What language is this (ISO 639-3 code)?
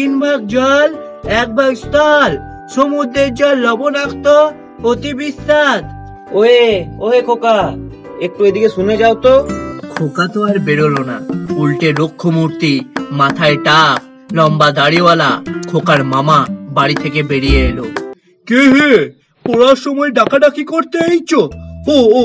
ben